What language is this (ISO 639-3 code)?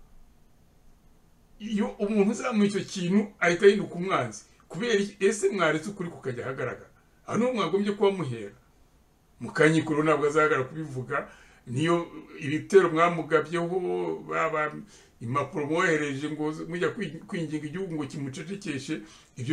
kin